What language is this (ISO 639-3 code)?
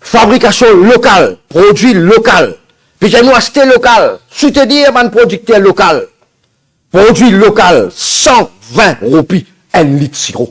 mfe